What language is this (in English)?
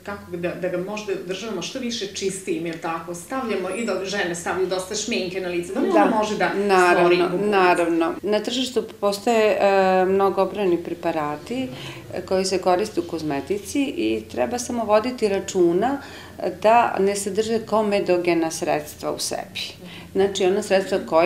Serbian